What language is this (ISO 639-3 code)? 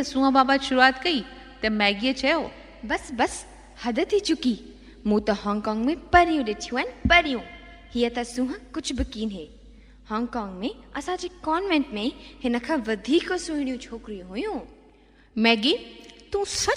snd